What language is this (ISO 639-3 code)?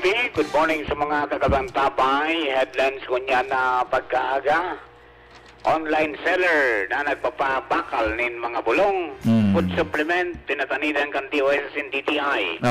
bik